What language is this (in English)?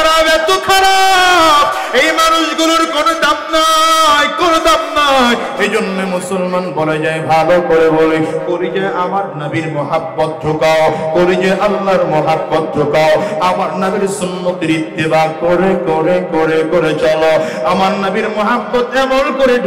Bangla